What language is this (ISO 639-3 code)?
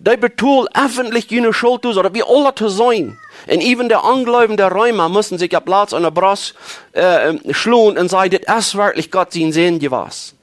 pdt